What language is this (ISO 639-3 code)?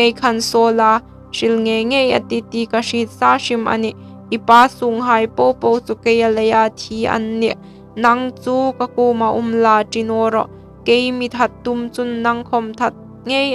hmr